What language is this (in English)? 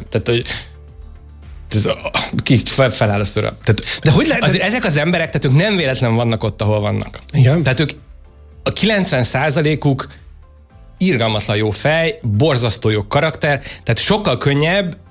Hungarian